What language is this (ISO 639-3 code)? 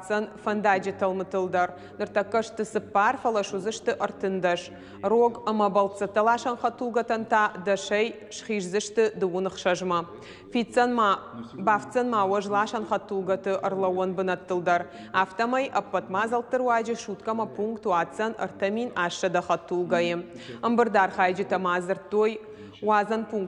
oss